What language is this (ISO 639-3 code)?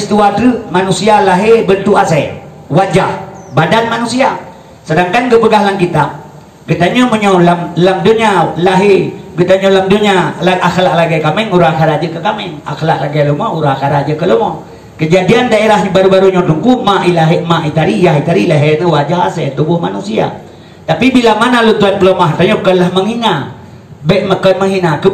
ace